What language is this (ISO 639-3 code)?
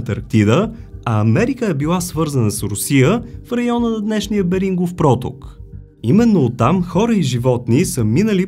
bul